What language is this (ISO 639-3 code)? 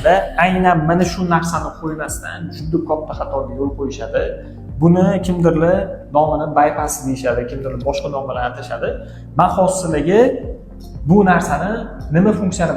uzb